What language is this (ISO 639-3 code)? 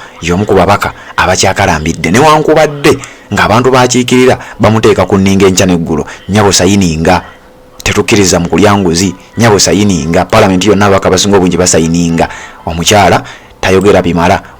lug